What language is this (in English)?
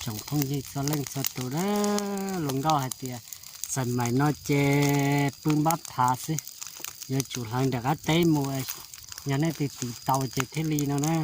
Hmong